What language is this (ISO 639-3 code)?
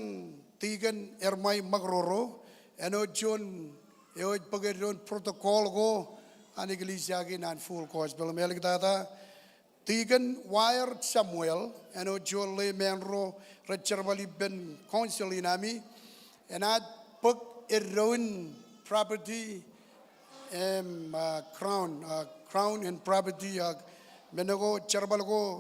mah